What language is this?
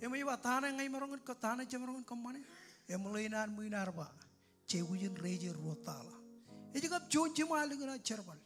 Marshallese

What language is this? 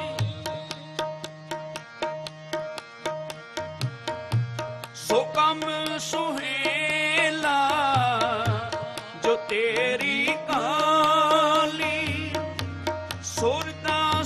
Punjabi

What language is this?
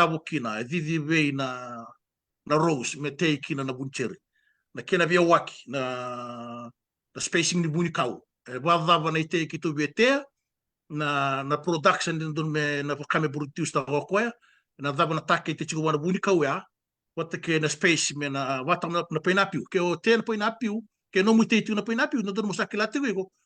Fijian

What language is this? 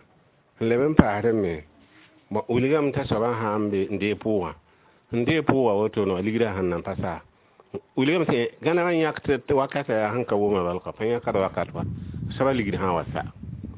Mossi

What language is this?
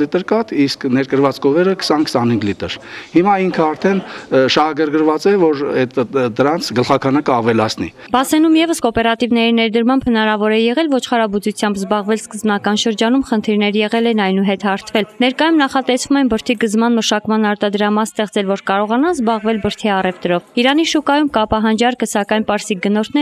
Armenian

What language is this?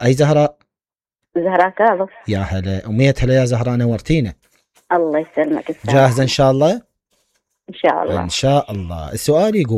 Mesopotamian Arabic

